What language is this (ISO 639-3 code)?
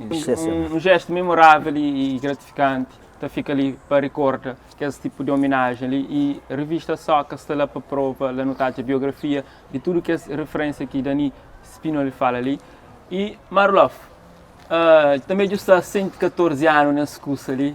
kea